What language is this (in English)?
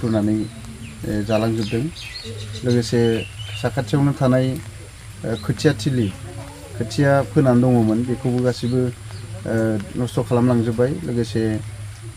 Bodo